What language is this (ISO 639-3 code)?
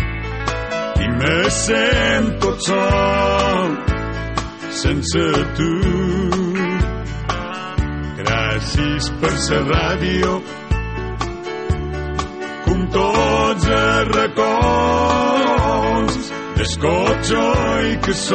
cat